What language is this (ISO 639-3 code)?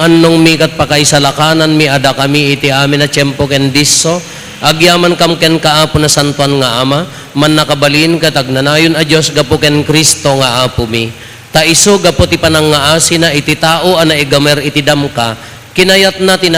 ilo